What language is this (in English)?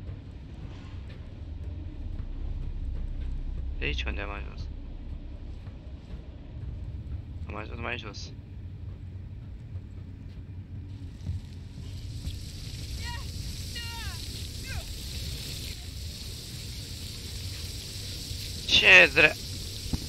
Romanian